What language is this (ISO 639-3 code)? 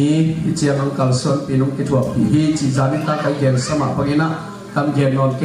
ctd